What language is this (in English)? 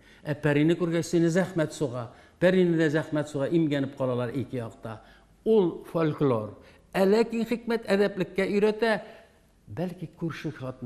Tatar